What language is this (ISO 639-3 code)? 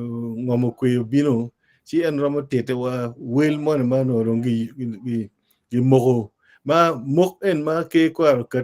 ach